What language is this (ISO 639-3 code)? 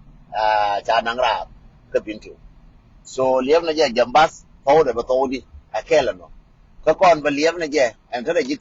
nus